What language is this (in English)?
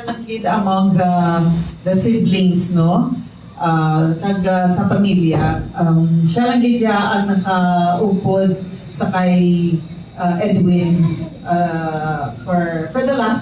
Hiligaynon